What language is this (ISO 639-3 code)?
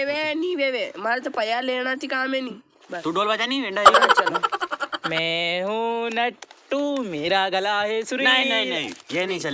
raj